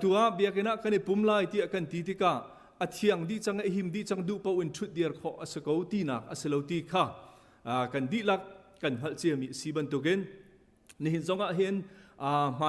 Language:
Hakha Chin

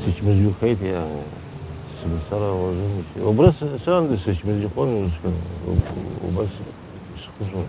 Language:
Abkhazian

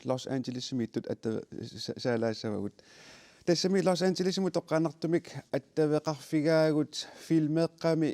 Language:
Kalaallisut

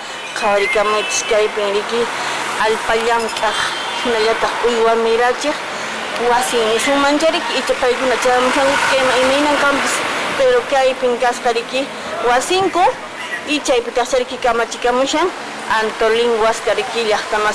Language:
Quechua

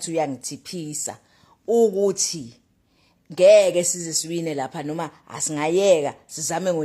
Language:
Zulu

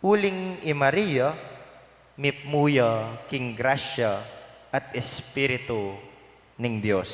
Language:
Pampanga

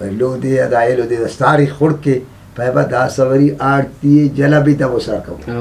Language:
Brahui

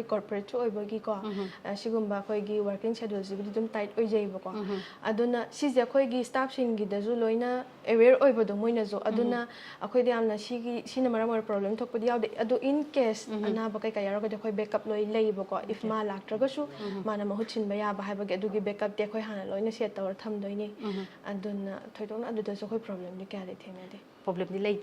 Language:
Manipuri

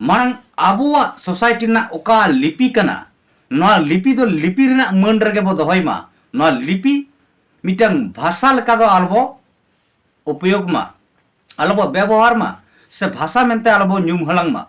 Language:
Santali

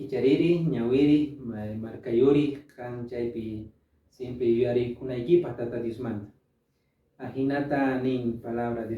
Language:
Quechua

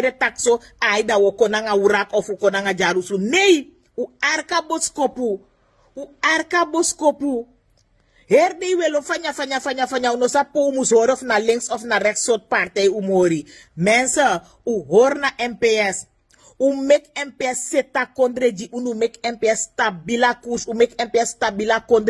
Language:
Sranan Tongo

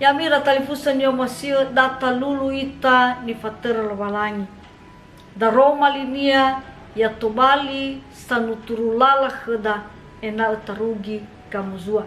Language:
Nias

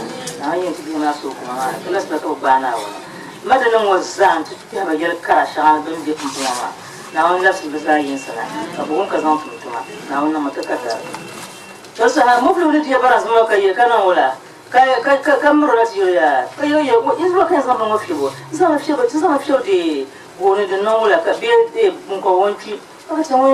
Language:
Dagbani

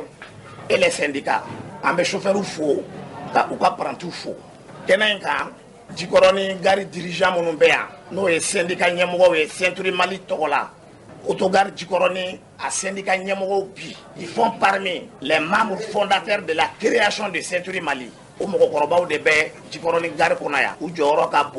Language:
Bambara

